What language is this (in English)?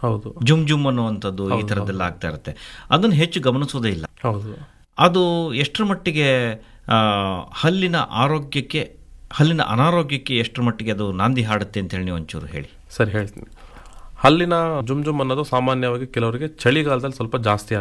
Kannada